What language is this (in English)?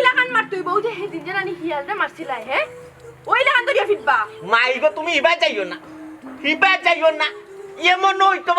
Sylheti